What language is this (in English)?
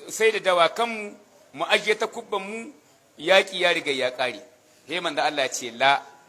Hausa